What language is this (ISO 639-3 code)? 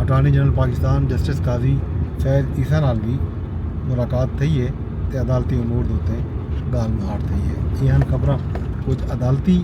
skr